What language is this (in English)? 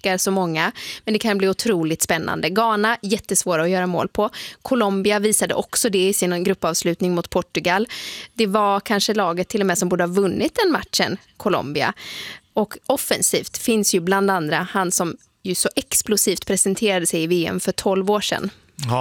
Swedish